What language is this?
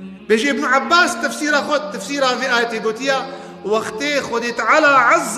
Kurdish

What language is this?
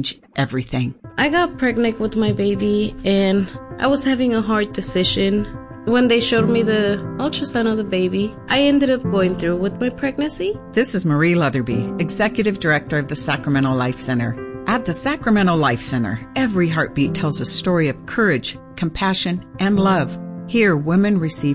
English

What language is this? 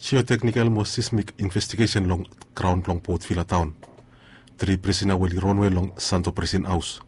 Bislama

